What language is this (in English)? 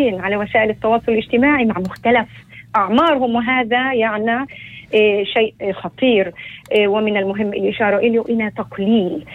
North Levantine Arabic